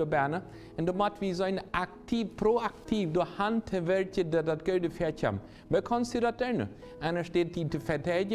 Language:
Plautdietsch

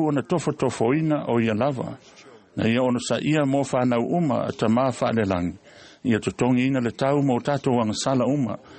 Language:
Samoan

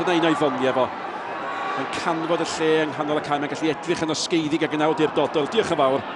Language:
Welsh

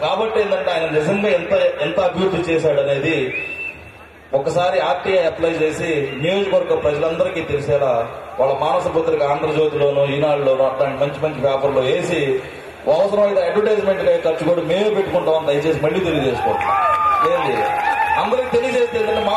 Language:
Telugu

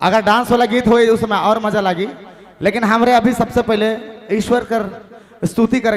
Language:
Sadri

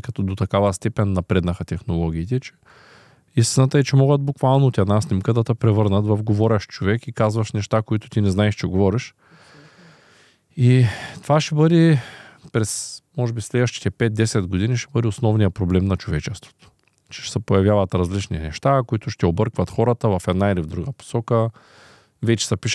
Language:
Bulgarian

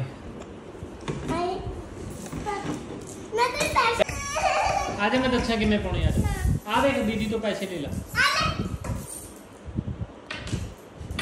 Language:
Punjabi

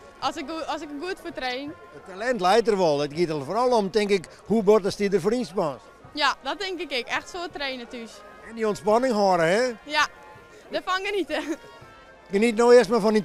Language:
Western Frisian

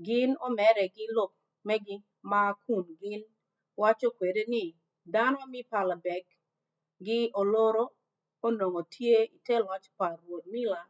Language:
Acoli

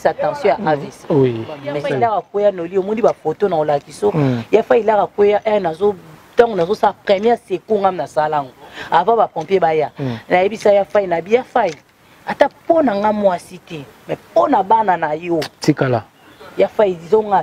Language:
Lingala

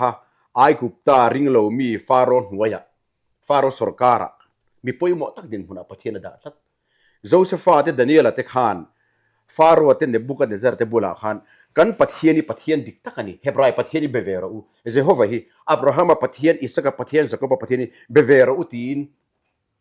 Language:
Mizo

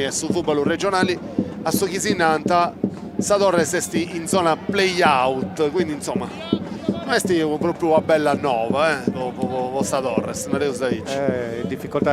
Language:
Sardinian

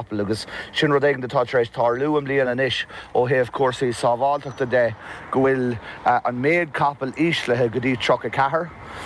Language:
Irish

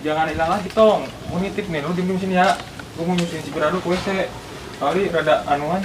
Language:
Betawi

